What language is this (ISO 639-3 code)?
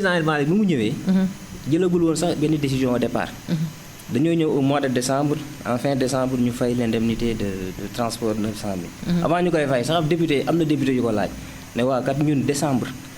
wol